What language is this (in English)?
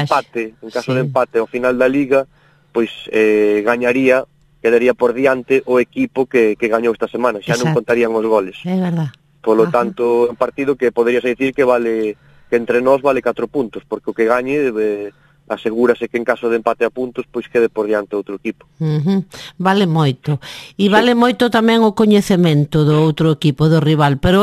Galician